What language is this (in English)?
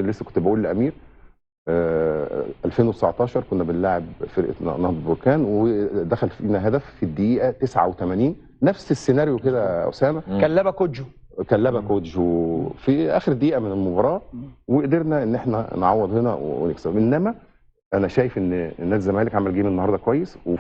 Egyptian Arabic